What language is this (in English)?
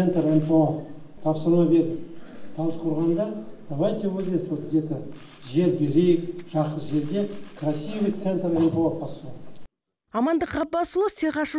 Kazakh